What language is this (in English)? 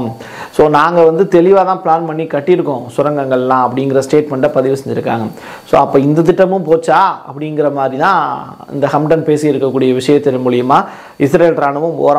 Tamil